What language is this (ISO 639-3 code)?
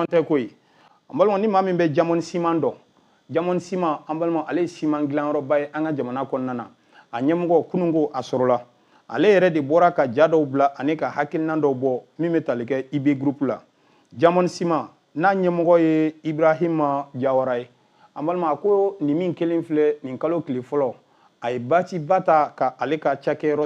bam